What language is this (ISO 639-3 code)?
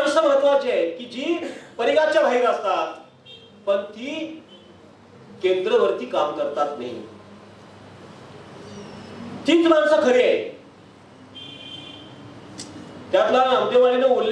mar